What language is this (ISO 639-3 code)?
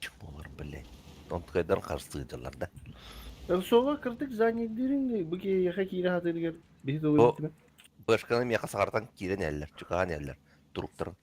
sah